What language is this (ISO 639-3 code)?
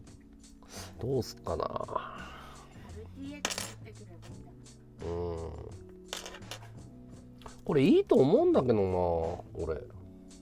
jpn